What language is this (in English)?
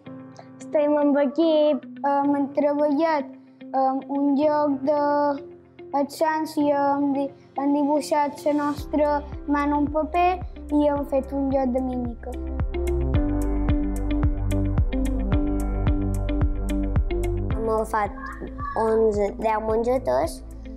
Catalan